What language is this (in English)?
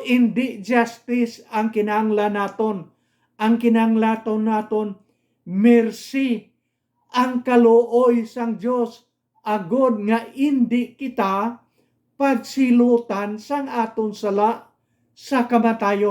Hiligaynon